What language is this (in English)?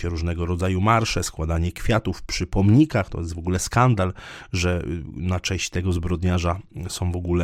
Polish